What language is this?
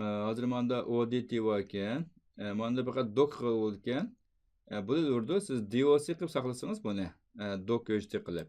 Uyghur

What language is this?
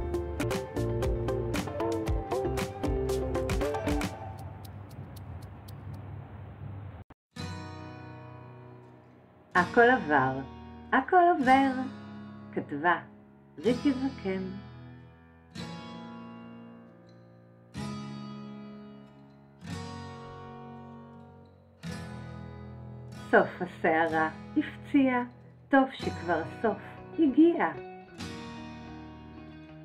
Hebrew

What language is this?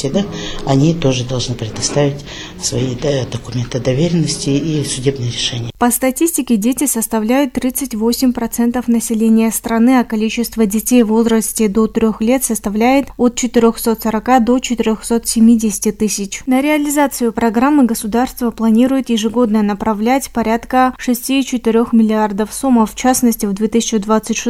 Russian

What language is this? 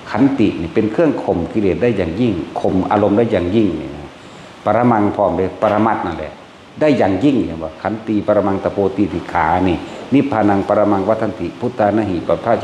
Northeastern Thai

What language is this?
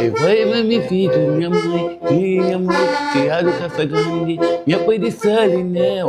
Kabuverdianu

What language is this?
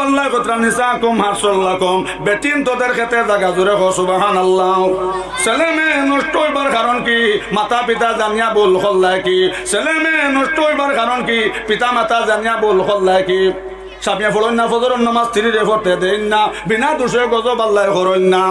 Sylheti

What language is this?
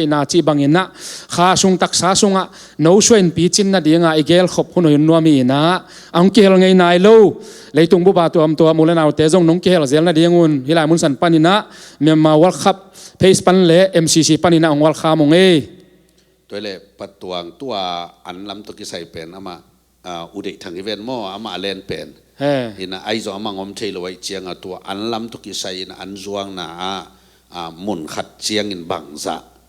Tedim Chin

